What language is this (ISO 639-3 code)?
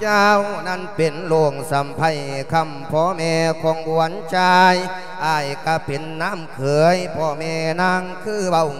lao